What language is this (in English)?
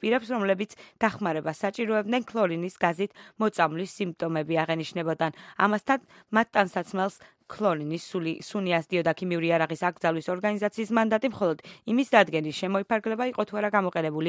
Georgian